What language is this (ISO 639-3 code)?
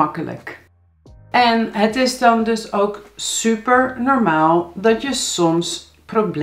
nld